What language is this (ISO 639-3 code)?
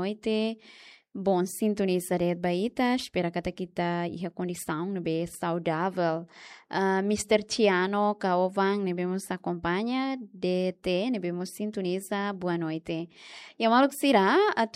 tet